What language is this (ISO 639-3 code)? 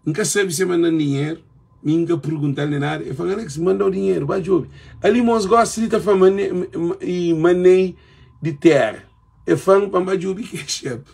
kea